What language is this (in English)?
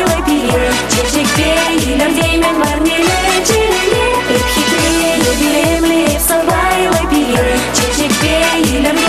Chuvash